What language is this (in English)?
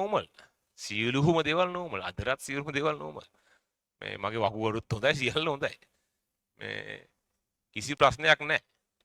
Sinhala